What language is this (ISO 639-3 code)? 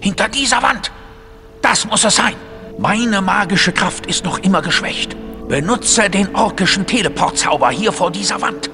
bar